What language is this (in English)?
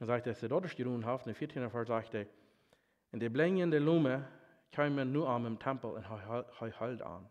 Plautdietsch